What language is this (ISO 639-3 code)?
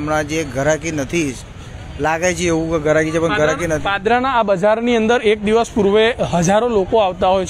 guj